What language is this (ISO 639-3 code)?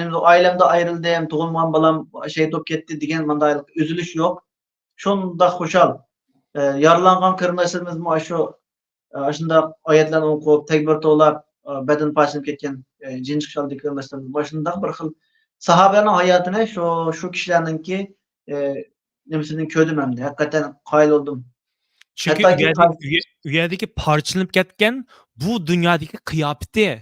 uig